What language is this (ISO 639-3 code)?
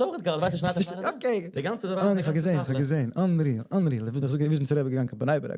yid